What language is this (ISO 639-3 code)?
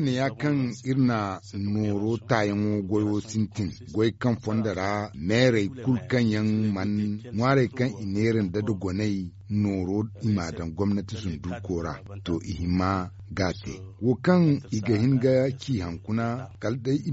dje